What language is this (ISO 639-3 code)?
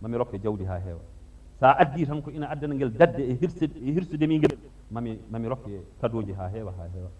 ful